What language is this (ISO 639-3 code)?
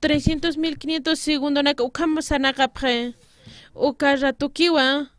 aym